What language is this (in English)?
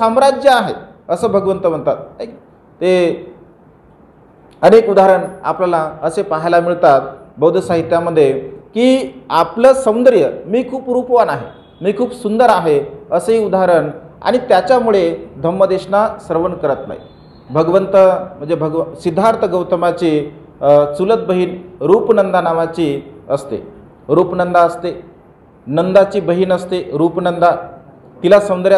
Marathi